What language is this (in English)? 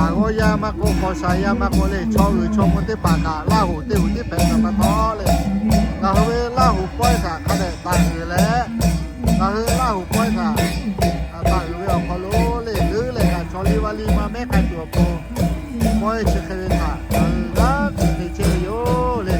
Lahu